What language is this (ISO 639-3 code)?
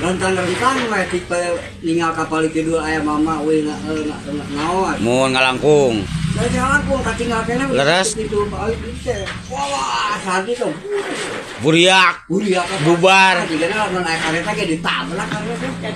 sun